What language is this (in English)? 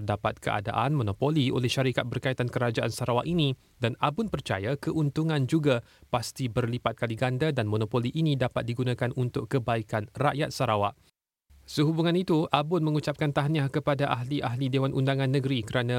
Malay